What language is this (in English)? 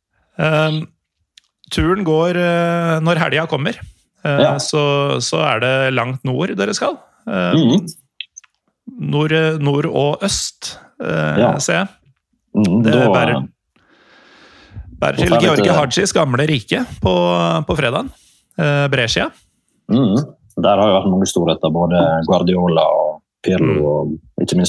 Norwegian